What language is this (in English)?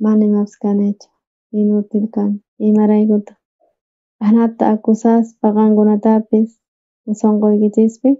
South Bolivian Quechua